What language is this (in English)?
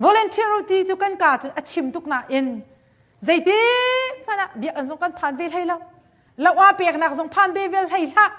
Hakha Chin